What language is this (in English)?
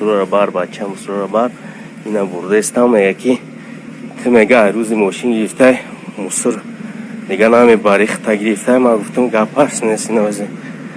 Tajik